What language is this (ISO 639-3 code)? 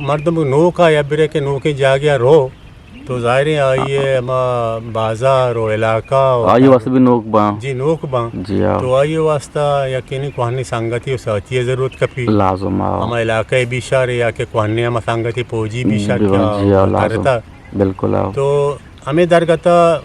bgp